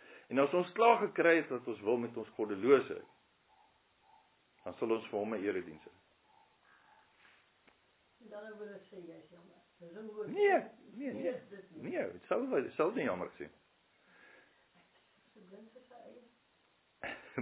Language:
Afrikaans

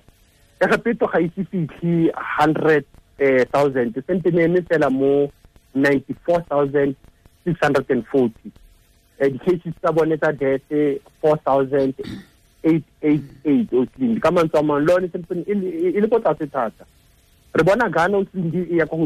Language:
Tswana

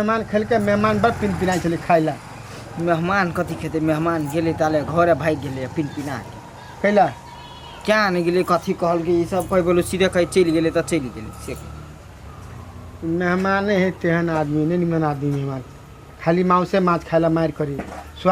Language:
Maithili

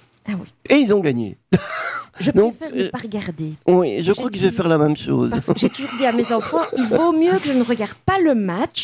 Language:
French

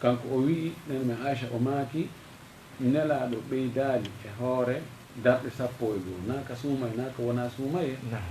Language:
Fula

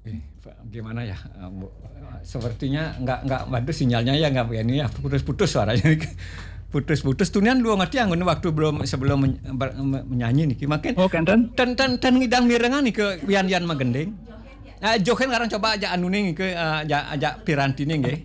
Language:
Balinese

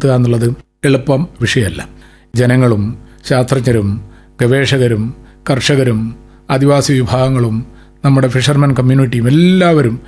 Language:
Malayalam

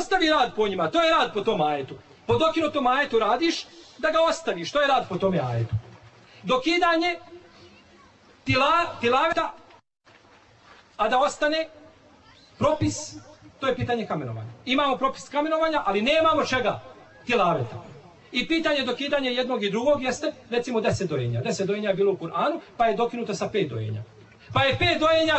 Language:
Bosnian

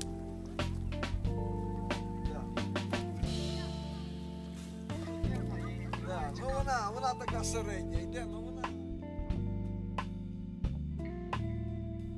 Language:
Ukrainian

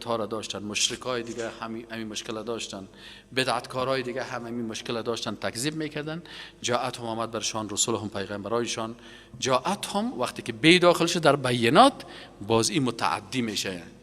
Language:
Persian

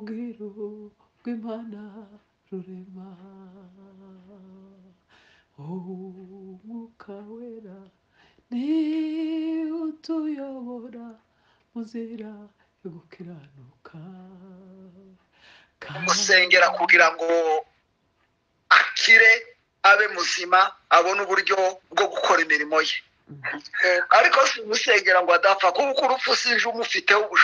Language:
Kinyarwanda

